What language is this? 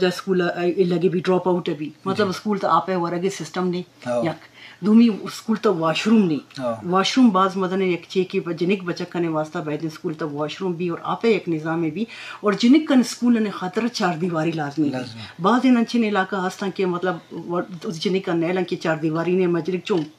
Eastern Balochi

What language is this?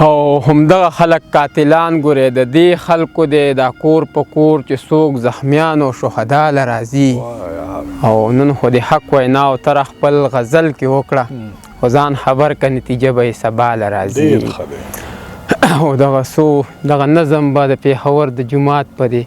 Pashto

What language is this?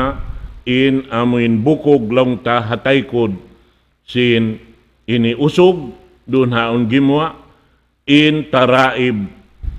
Tausug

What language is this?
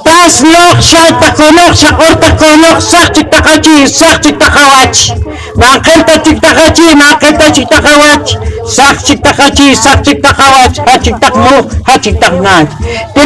Poqomchi'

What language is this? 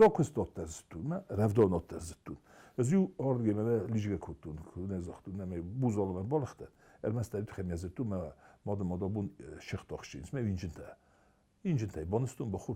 Ossetic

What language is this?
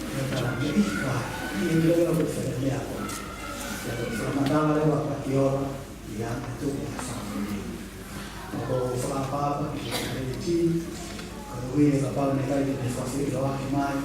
Tongan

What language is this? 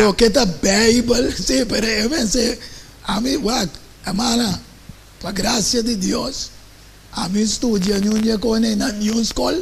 Papiamento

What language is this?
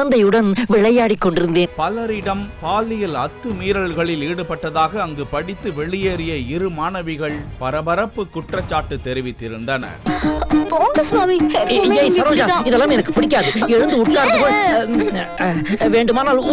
Tamil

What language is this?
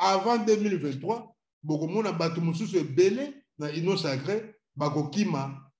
Lingala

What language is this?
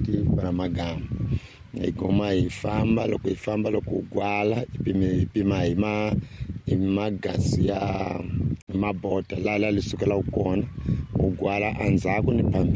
Tsonga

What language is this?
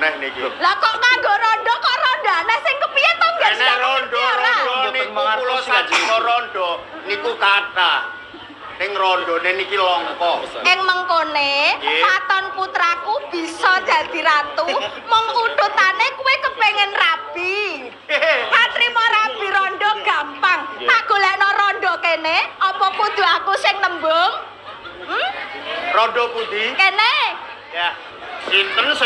Javanese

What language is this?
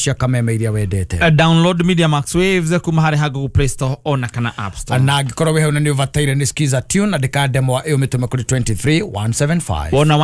Kikuyu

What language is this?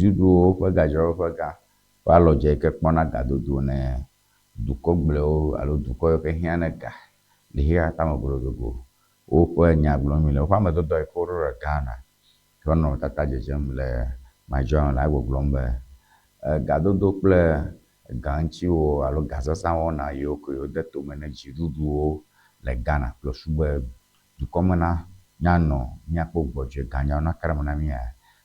Ewe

